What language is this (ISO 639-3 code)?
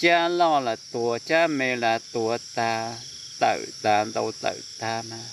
hmn